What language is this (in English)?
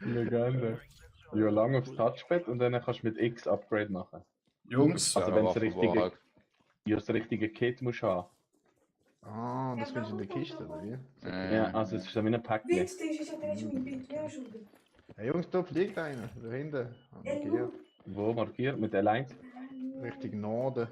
Swiss German